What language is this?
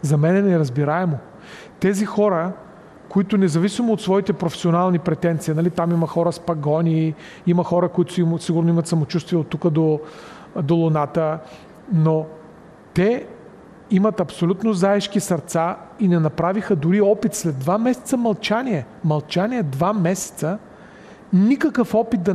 Bulgarian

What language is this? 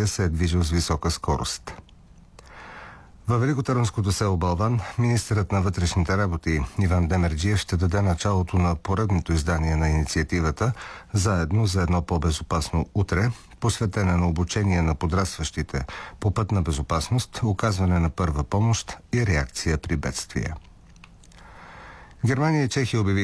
Bulgarian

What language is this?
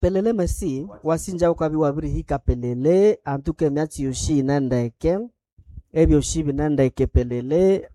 Nande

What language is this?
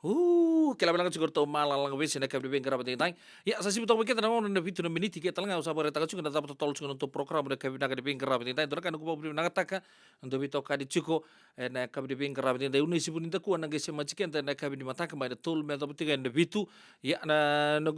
Fijian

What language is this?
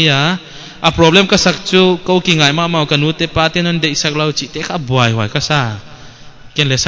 Paite Chin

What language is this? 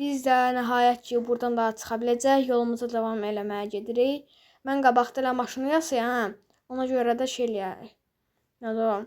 Azerbaijani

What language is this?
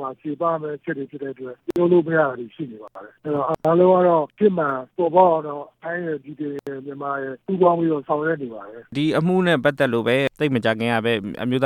Burmese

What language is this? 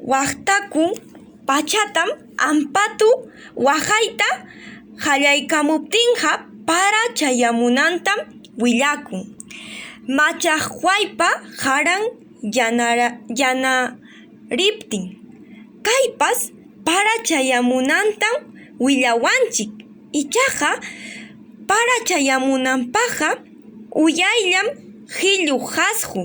Ayacucho Quechua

